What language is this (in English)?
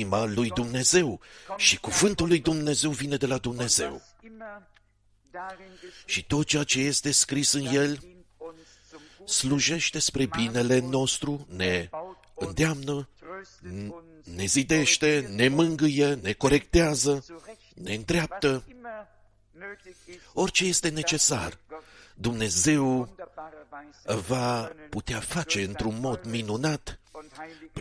Romanian